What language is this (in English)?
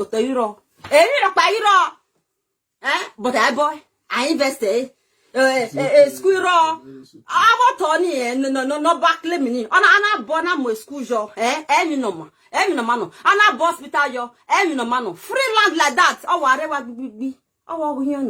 Nigerian Pidgin